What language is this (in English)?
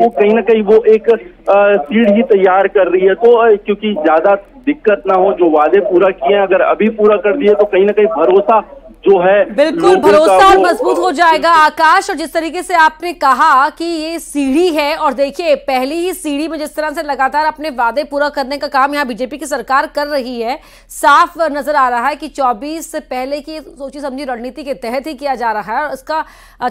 Hindi